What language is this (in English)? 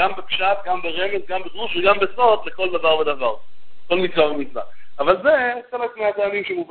Hebrew